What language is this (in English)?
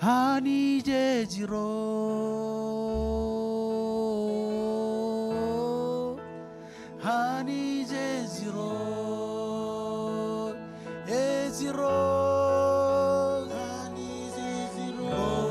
Marshallese